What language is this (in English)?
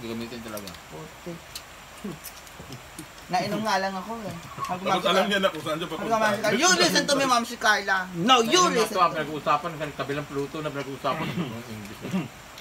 Filipino